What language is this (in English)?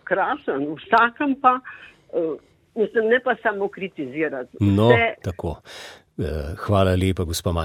Slovenian